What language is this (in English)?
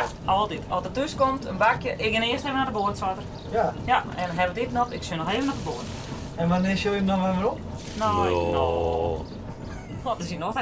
Western Frisian